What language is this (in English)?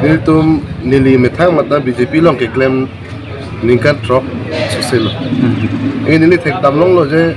Karbi